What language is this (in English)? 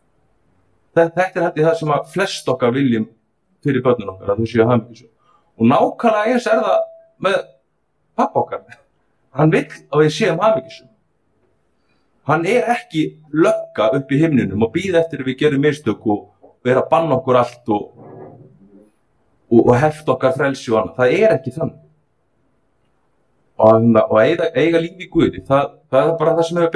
Icelandic